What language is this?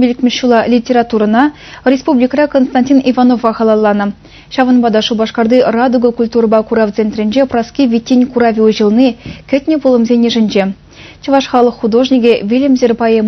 Chuvash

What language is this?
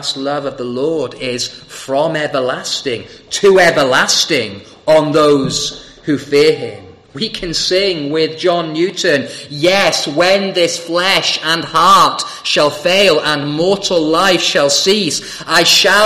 English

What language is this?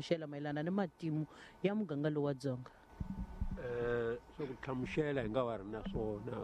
Tsonga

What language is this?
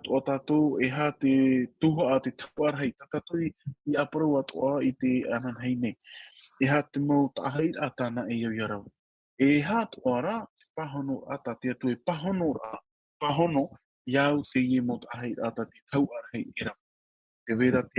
Tahitian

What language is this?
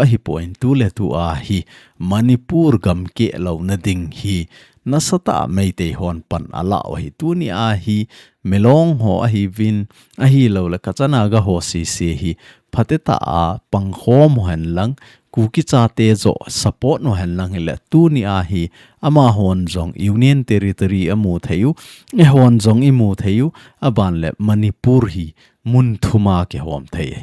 Thado Chin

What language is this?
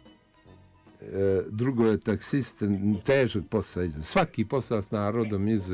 Bosnian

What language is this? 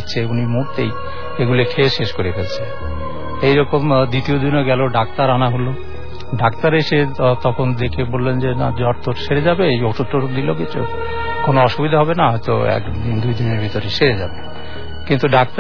Bangla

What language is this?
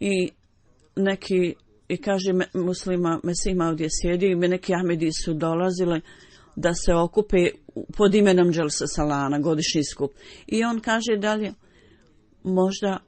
Bosnian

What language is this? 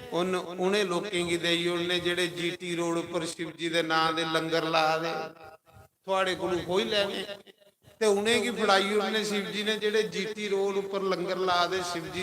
Dogri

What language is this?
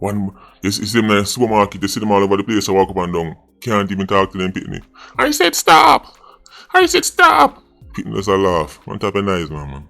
Jamaican Creole English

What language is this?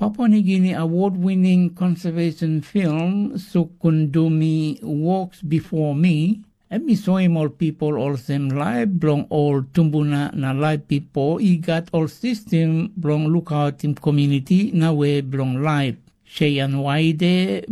Tok Pisin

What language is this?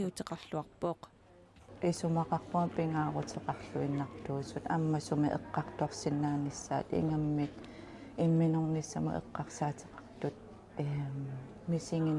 Kalaallisut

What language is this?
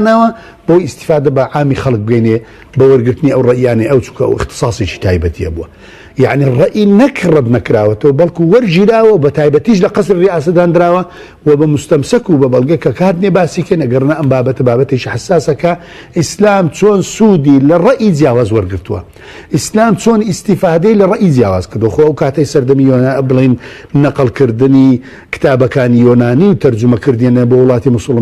Central Kurdish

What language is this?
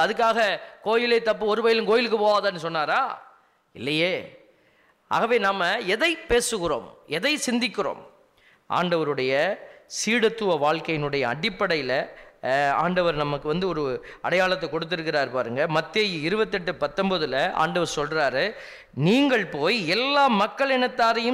Tamil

